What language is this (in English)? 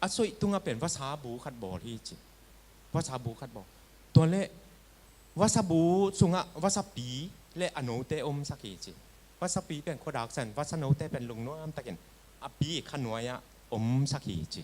Tedim Chin